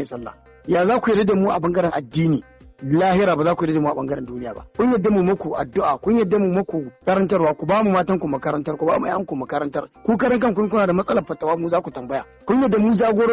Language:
Hausa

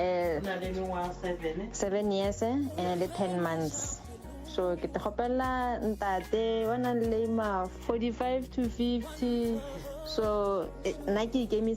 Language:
Northern Sotho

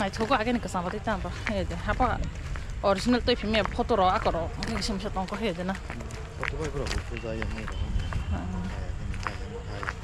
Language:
Kok Borok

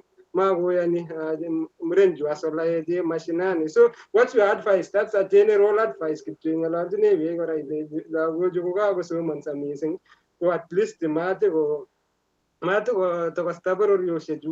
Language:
Kalenjin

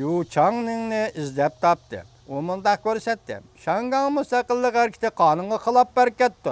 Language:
Uyghur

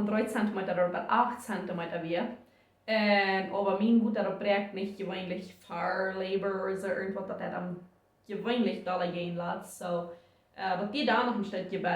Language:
Plautdietsch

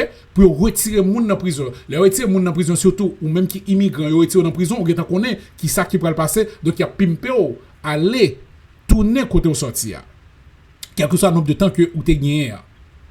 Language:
Haitian Creole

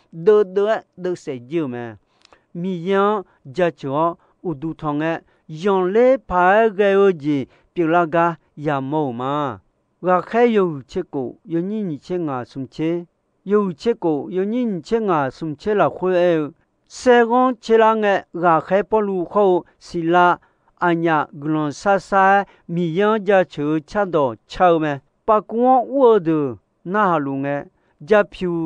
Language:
Akha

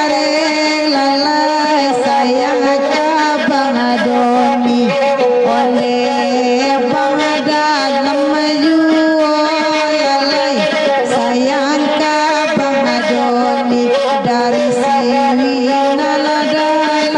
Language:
Minangkabau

